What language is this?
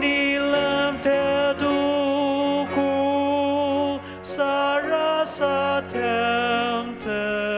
Ao Naga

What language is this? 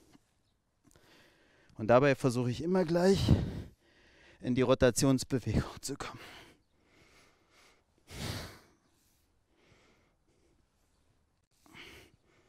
German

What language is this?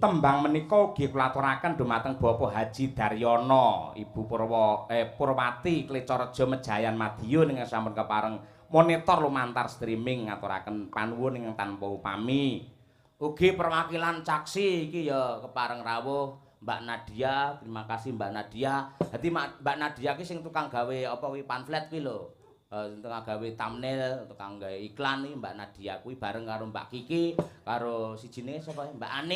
Javanese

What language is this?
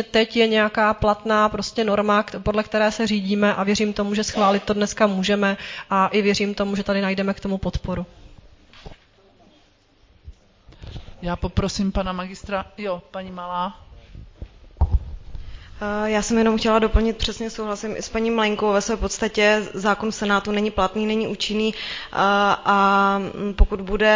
Czech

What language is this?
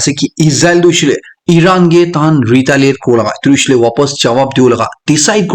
Naga Pidgin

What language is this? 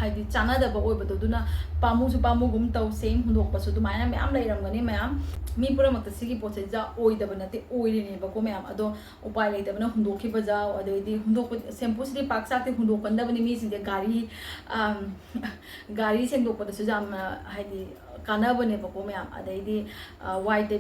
Manipuri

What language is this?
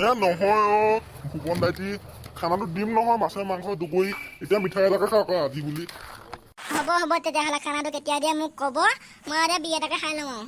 Assamese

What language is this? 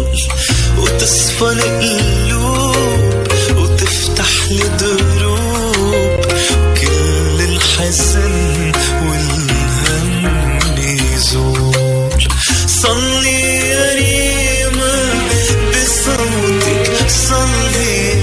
North Levantine Arabic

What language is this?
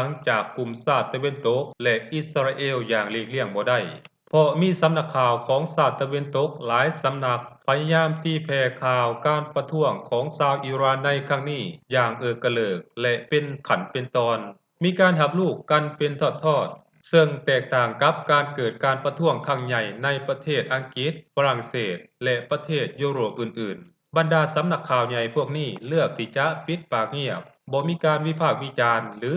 Lao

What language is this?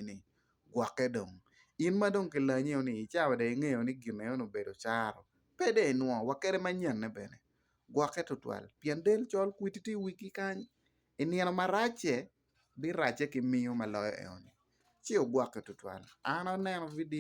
Acoli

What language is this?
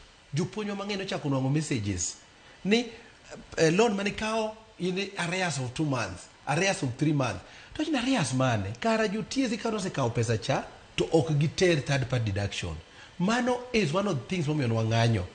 Luo (Kenya and Tanzania)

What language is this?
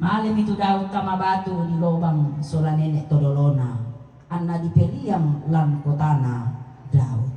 Toraja-Sa'dan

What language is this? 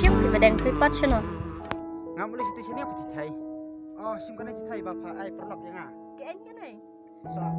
Khasi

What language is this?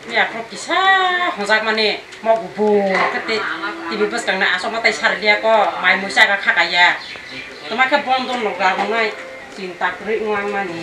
Kok Borok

